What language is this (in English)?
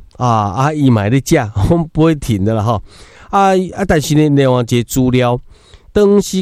Min Nan Chinese